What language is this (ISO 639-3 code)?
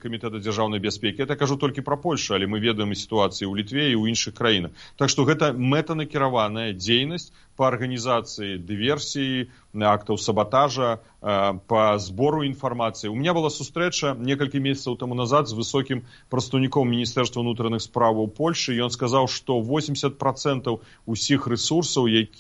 bel